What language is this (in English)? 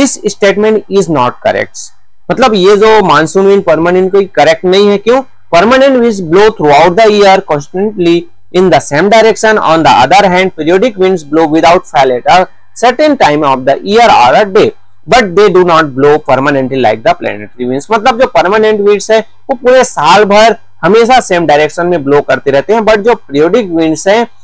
Hindi